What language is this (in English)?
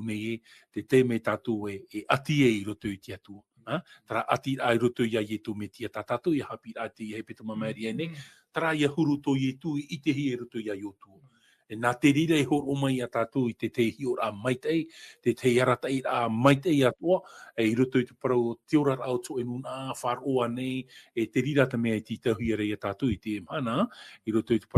Tahitian